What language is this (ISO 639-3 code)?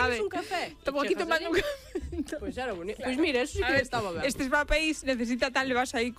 glg